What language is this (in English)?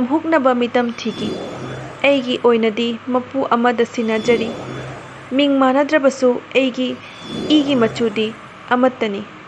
Manipuri